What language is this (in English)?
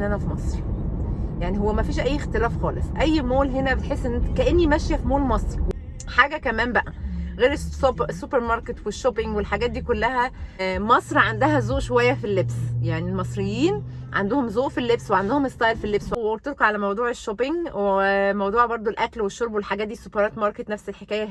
Egyptian Arabic